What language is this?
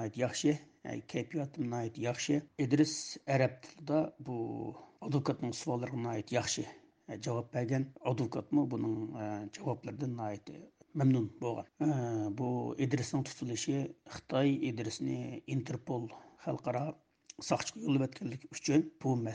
Uyghur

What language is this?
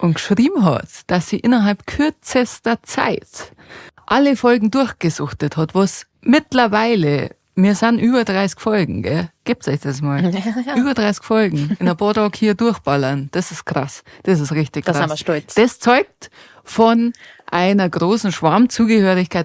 Bavarian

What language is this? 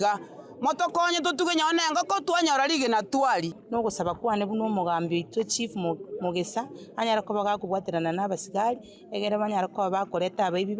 Gusii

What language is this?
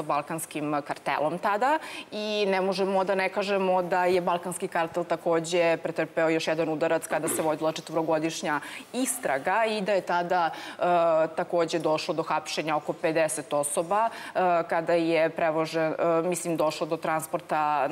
Serbian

